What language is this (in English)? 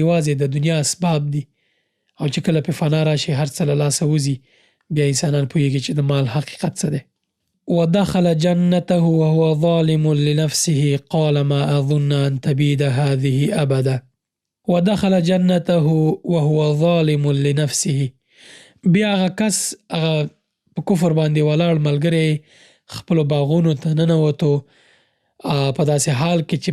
Pashto